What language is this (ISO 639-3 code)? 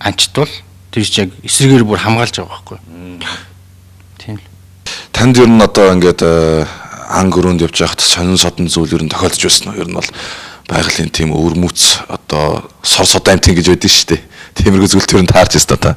mon